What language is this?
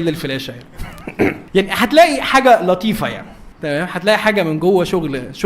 Egyptian Arabic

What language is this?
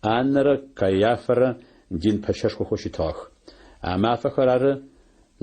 Adyghe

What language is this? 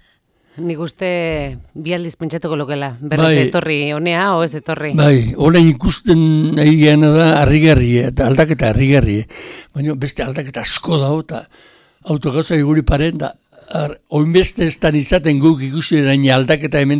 Basque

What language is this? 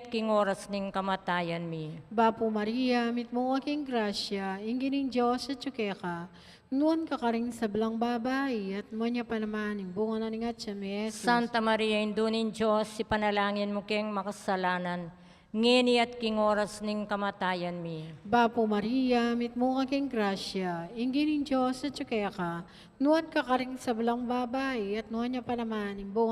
Pampanga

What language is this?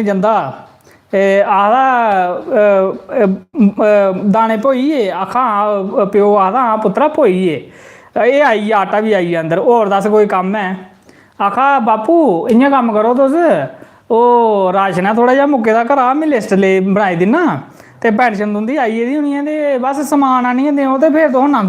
Dogri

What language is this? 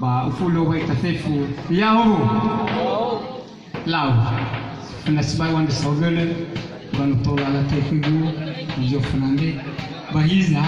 Nias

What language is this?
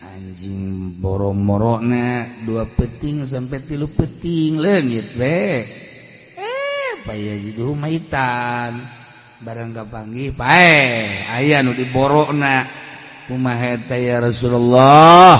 Sundanese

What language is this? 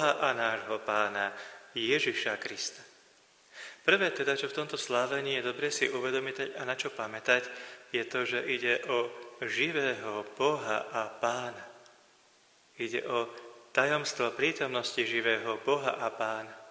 Slovak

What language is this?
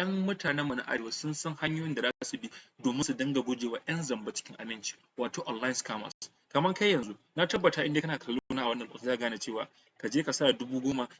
Hausa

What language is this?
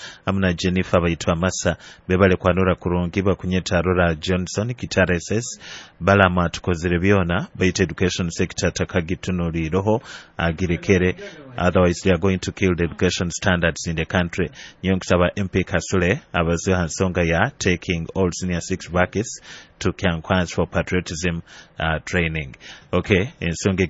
Nyoro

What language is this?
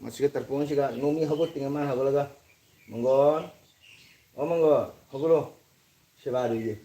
Manipuri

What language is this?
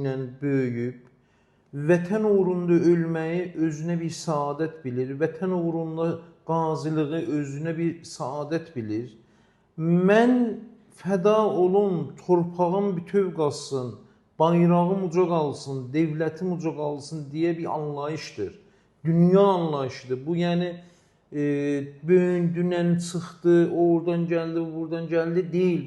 Azerbaijani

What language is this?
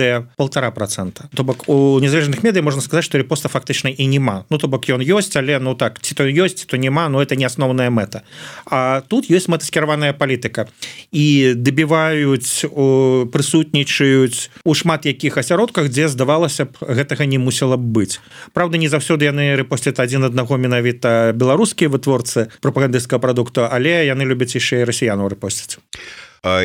Belarusian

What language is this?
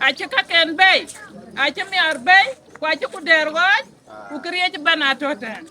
Dinka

